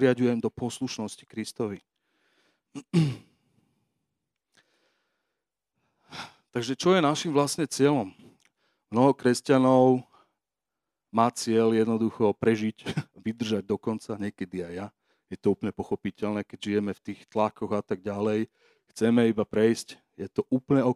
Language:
Slovak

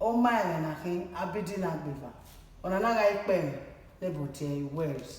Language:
Bini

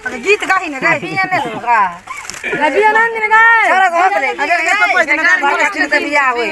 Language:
Maithili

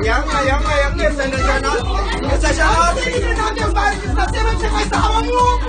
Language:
Kabuverdianu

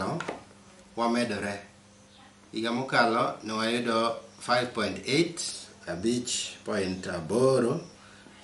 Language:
Luo (Kenya and Tanzania)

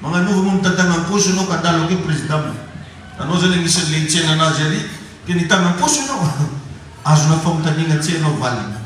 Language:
Malagasy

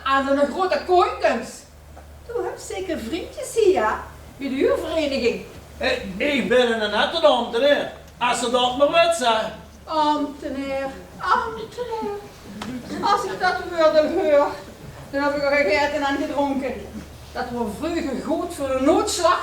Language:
Limburgish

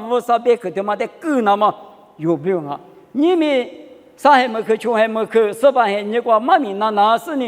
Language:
Lisu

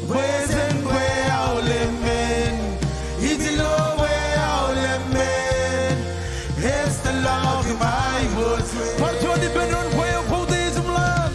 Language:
Marshallese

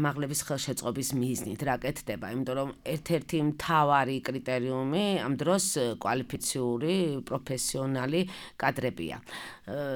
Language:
Georgian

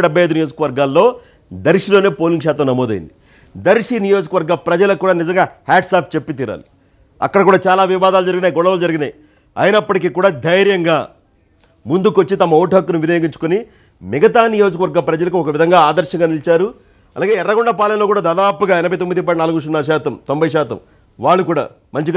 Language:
Telugu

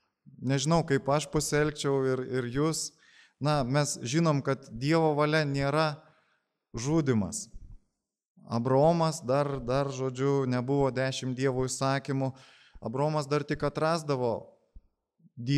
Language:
Lithuanian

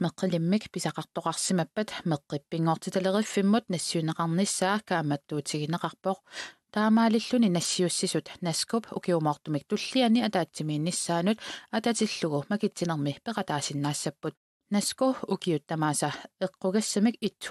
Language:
Kalaallisut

